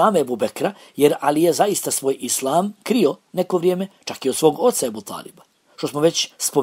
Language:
Bosnian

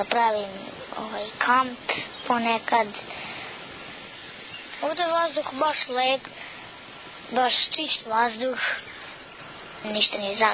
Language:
Serbian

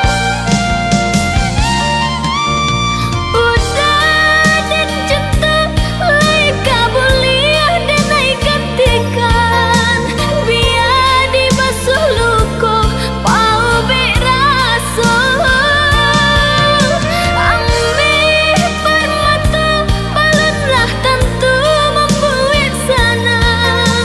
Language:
Minangkabau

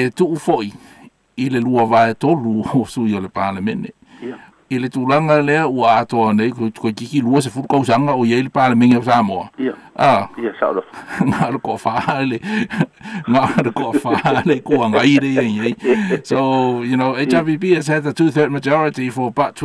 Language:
Samoan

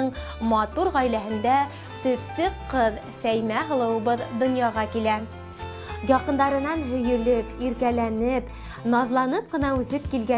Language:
Bashkir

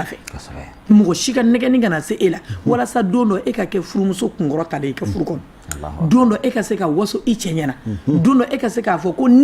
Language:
Bambara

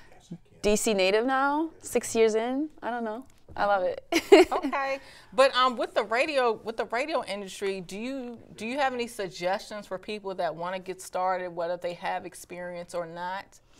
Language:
English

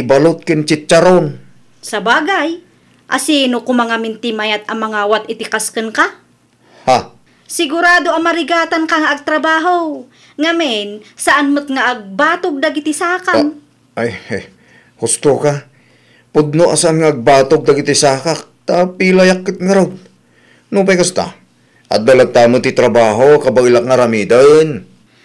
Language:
Iloko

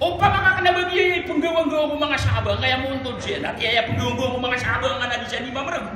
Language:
Maranao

